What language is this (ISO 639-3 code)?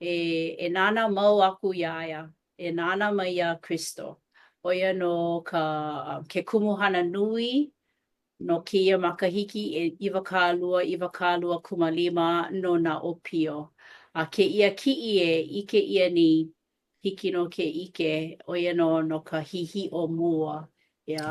haw